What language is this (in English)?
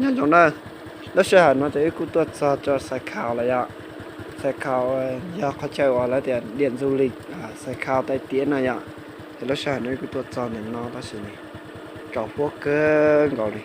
Hmong